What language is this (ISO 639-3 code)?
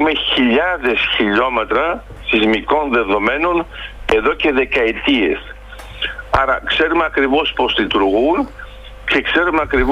ell